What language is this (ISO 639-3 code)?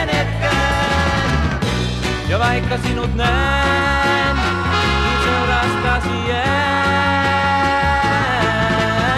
fin